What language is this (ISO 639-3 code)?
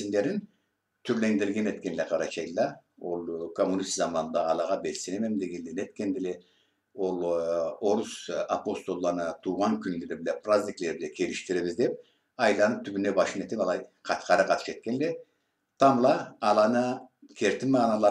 krc